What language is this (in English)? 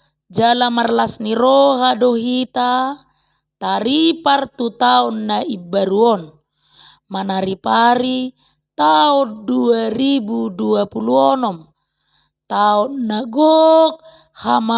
Batak Toba